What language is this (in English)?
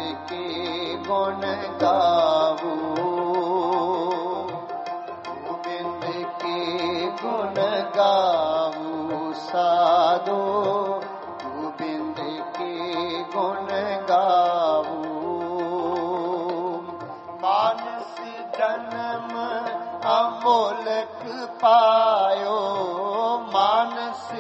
Punjabi